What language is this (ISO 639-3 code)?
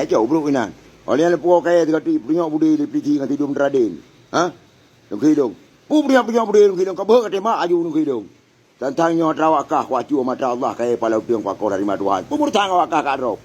ace